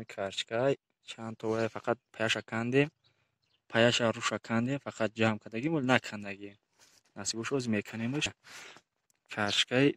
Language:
Tajik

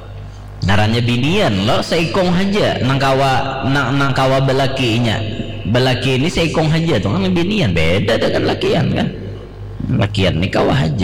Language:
Banjar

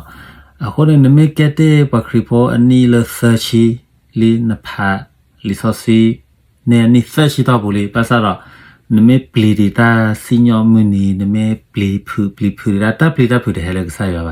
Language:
S'gaw Karen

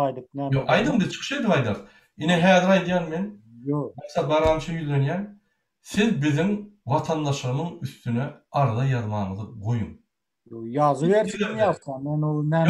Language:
Turkmen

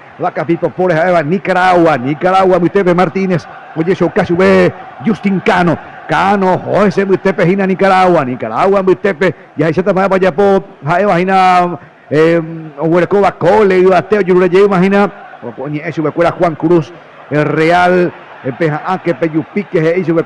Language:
Guarani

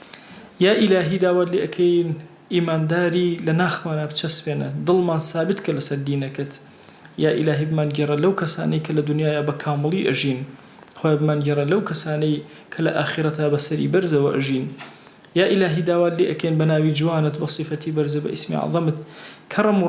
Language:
Central Kurdish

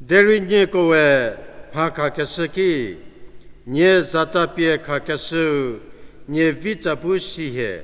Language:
Angami Naga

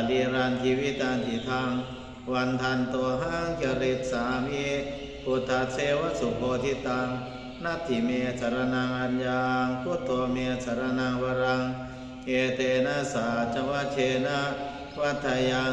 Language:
Pali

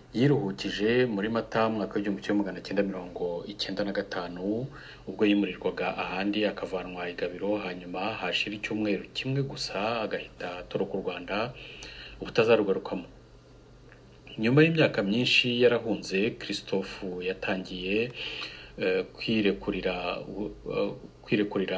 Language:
Kinyarwanda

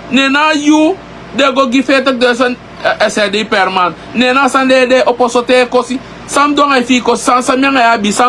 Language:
Sranan Tongo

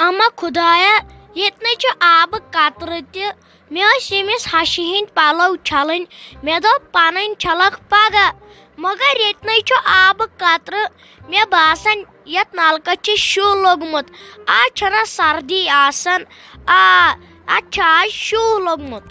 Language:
Kashmiri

